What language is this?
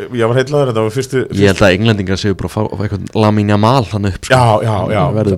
Icelandic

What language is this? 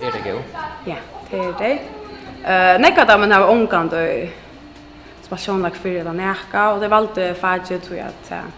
Faroese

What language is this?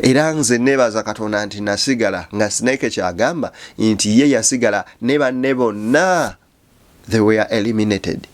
Ganda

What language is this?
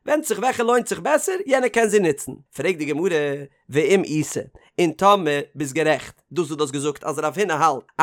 Yiddish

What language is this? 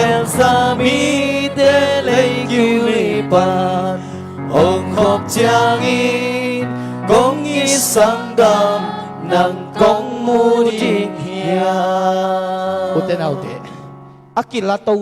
Tedim Chin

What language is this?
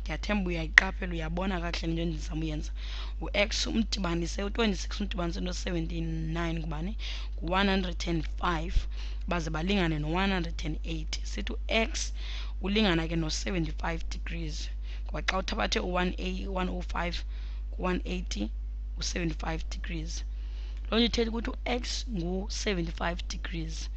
Xhosa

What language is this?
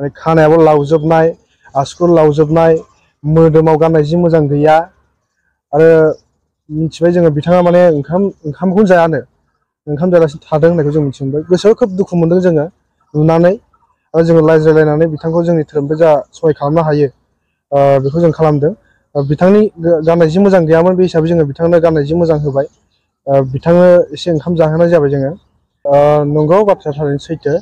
Bodo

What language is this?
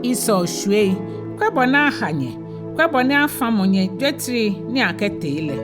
Ga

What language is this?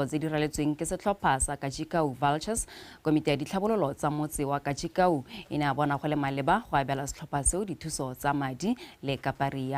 Tswana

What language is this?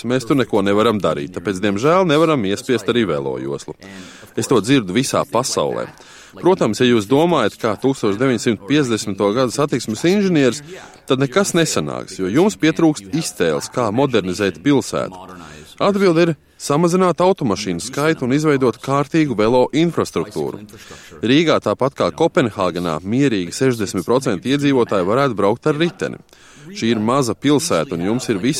Latvian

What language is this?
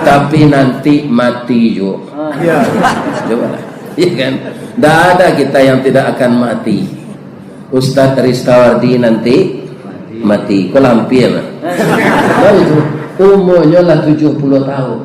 Minangkabau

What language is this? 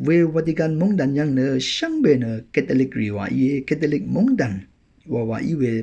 Rawang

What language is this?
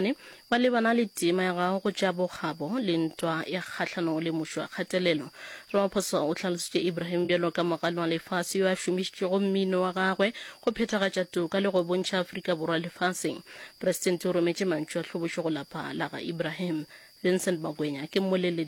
Northern Sotho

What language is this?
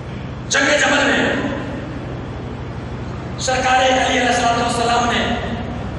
Urdu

